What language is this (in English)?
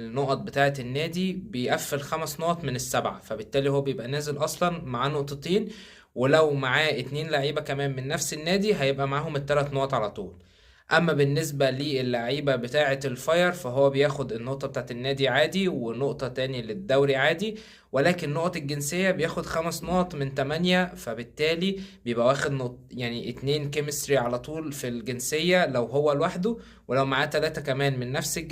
Egyptian Arabic